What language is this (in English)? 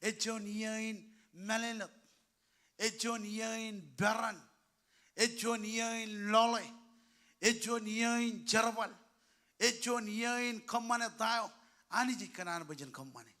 Marshallese